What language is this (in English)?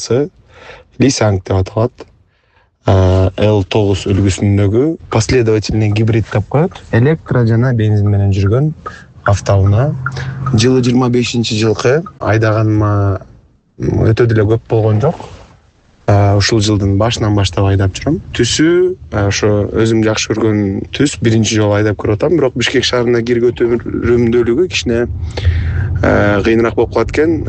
Kyrgyz